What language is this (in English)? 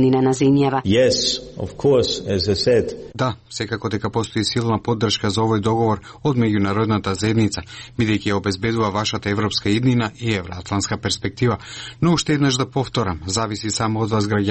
Macedonian